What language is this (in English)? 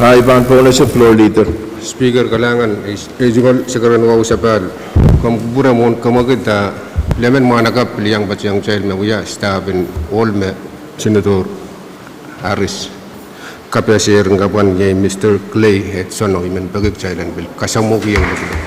Pohnpeian